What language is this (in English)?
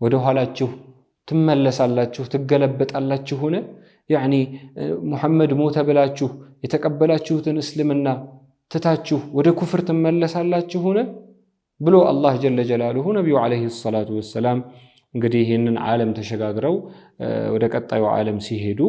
Amharic